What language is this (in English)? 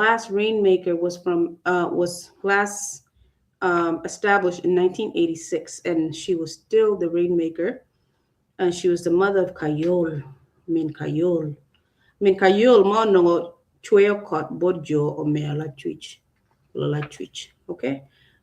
Acoli